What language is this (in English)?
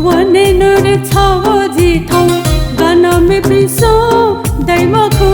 Newari